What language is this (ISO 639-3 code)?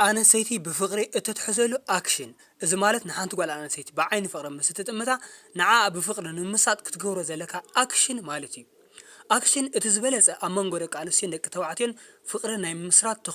tir